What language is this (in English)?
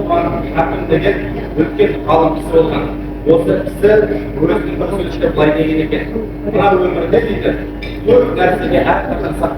Kazakh